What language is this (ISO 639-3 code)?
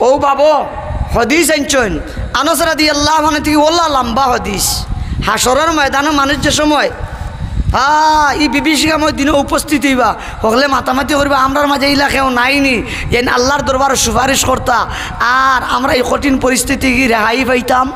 syl